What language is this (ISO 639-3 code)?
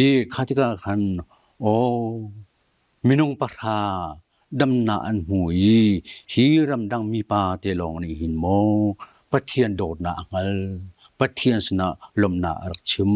cnh